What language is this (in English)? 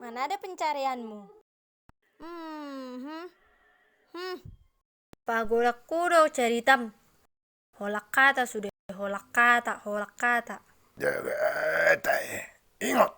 Batak Toba